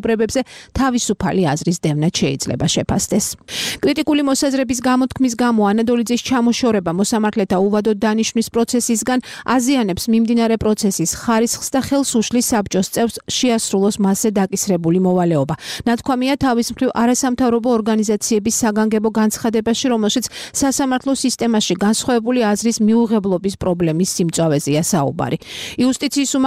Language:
Georgian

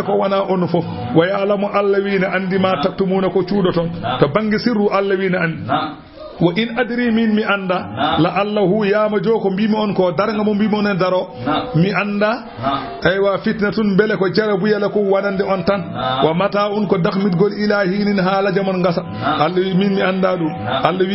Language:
Fula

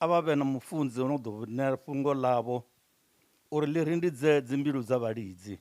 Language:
Venda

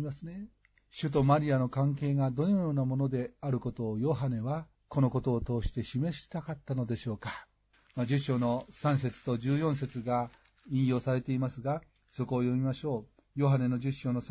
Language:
Japanese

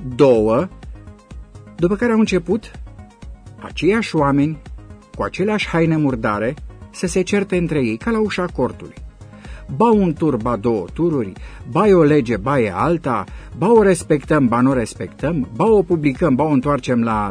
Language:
Romanian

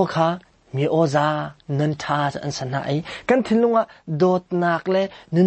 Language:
Hakha Chin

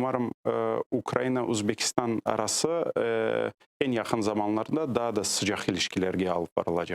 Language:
Crimean Tatar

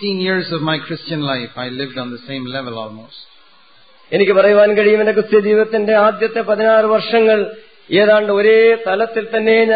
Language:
Malayalam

